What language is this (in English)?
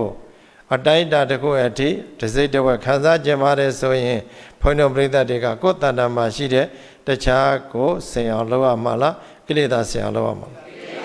Burmese